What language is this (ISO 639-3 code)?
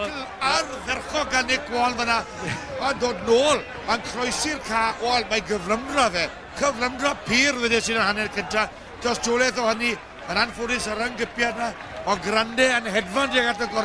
cym